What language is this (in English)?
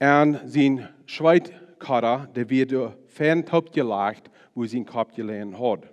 Plautdietsch